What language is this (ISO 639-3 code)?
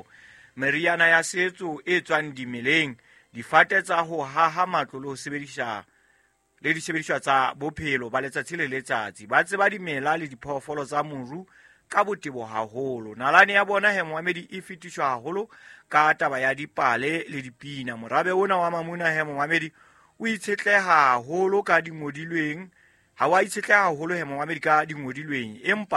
sot